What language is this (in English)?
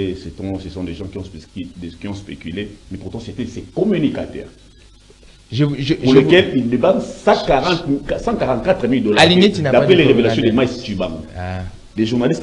French